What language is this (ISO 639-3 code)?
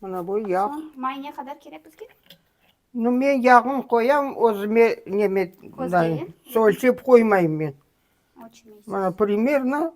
crh